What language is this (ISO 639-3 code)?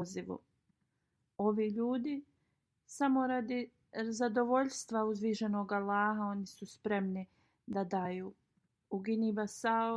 bos